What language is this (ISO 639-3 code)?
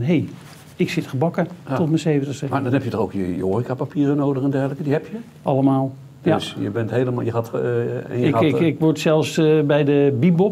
nld